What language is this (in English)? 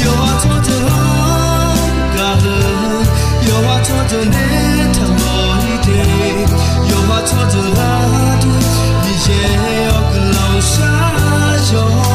Akha